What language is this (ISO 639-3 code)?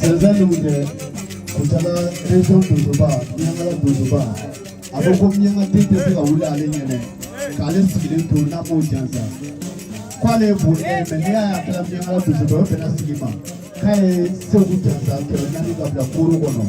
bam